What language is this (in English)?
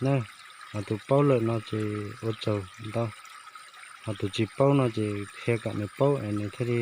Hmong